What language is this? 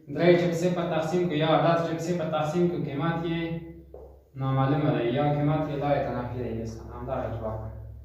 Pashto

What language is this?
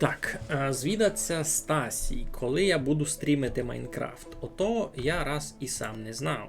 Rusyn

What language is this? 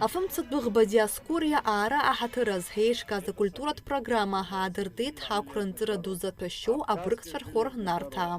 Abkhazian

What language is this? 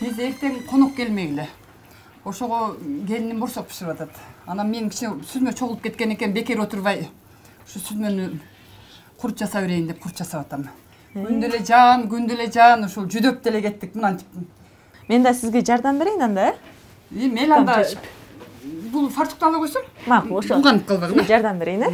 Kyrgyz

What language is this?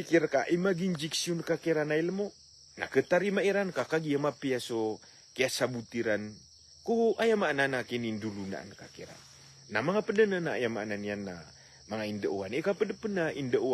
Maranao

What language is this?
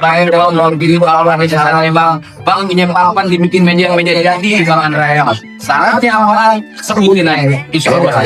Betawi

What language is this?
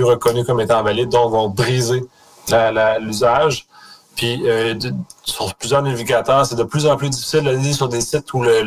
French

